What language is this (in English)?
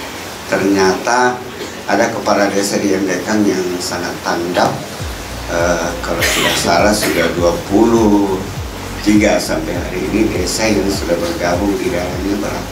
Indonesian